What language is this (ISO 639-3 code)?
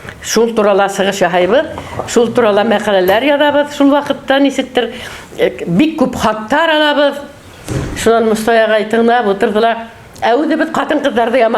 bak